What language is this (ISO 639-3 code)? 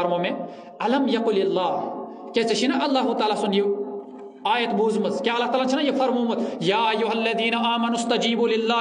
kas